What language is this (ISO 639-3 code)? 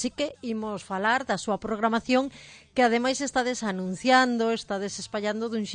glg